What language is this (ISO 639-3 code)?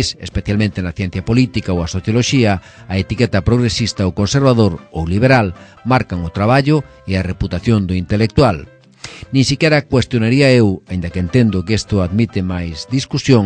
glg